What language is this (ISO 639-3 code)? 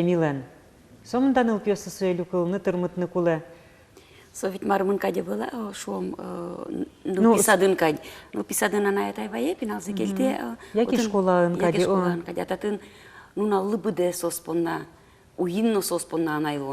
udm